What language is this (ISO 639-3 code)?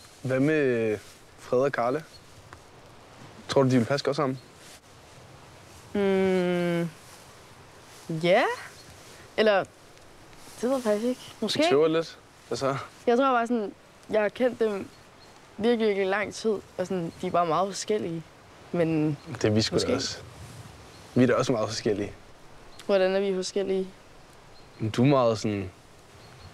dan